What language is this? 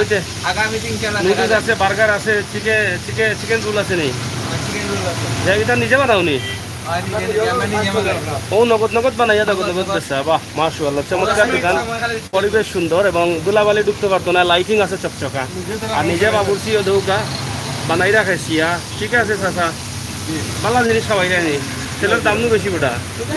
Sylheti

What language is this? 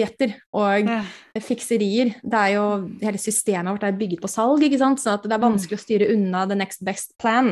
Norwegian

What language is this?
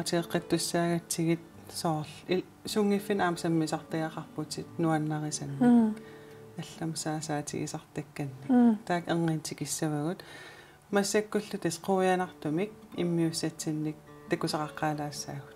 Kalaallisut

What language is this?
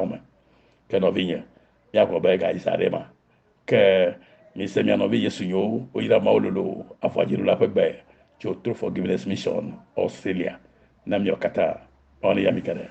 Ewe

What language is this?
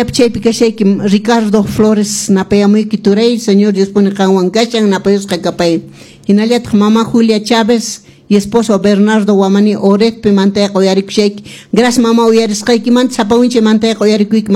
Quechua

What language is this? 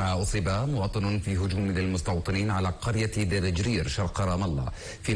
Arabic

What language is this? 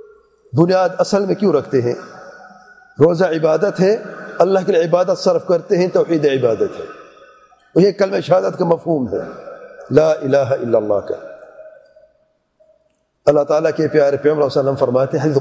Urdu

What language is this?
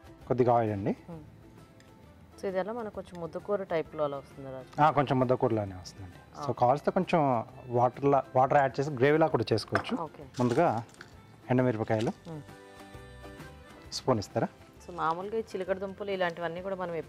Telugu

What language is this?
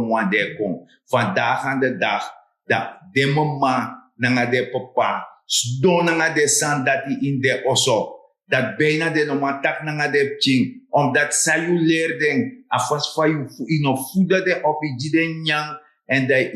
Sranan Tongo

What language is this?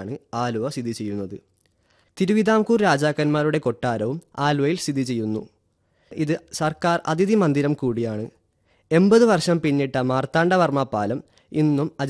Malayalam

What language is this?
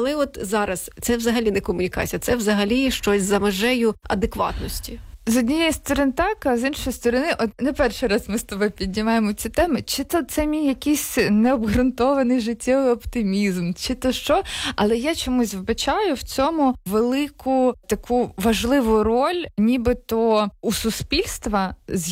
Ukrainian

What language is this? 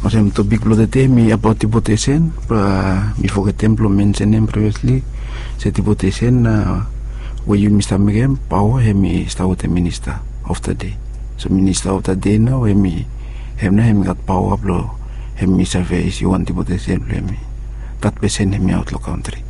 Bislama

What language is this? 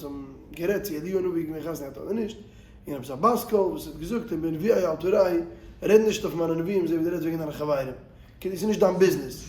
Yiddish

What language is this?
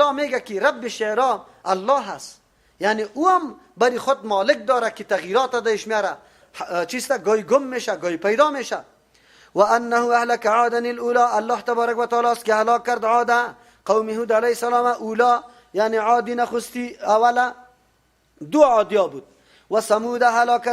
Persian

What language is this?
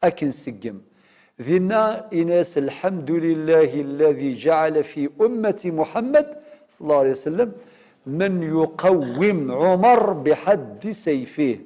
Kabyle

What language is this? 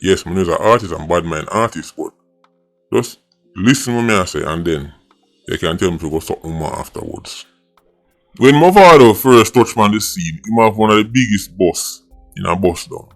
Jamaican Creole English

